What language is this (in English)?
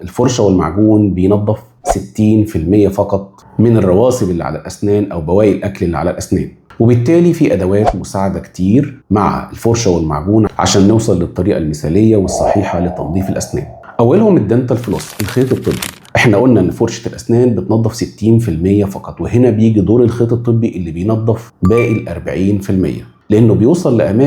Egyptian Arabic